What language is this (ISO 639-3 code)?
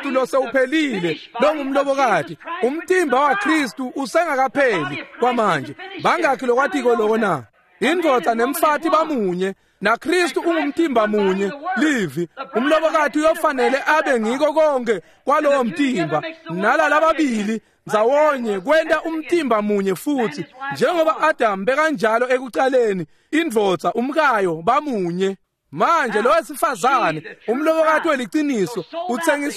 ssw